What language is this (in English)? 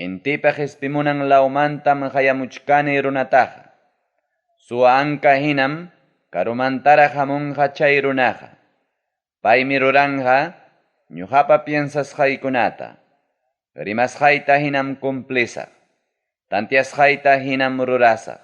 Ayacucho Quechua